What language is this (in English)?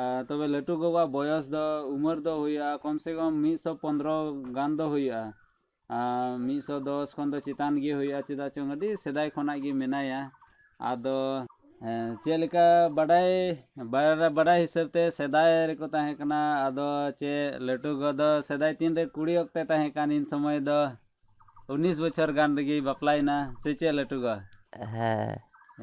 Santali